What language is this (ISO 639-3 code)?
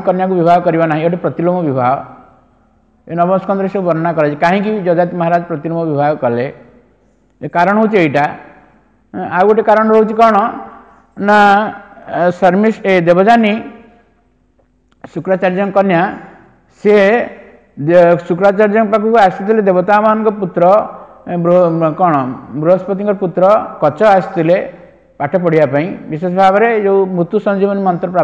ori